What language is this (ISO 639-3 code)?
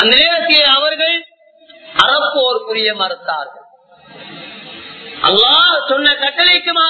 tam